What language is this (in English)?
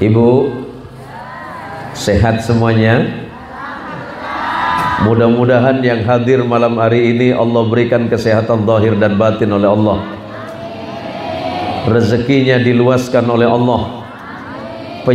Indonesian